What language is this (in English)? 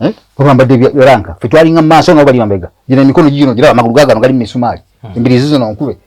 Ganda